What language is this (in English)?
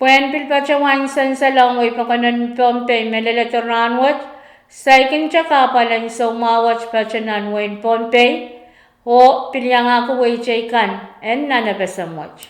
Pohnpeian